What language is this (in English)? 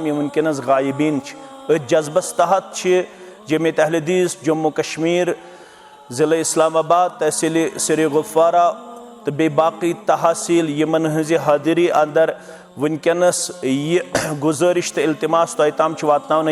Kashmiri